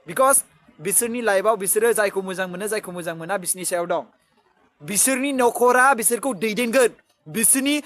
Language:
Bodo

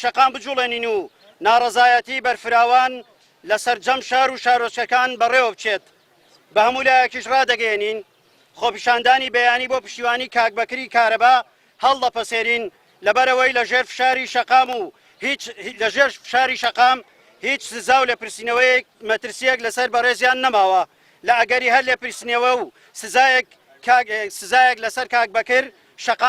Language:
Central Kurdish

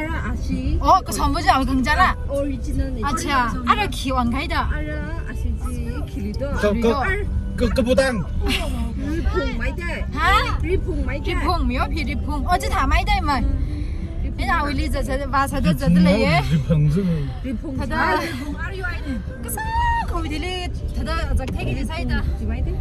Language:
Tangkhul Naga (India)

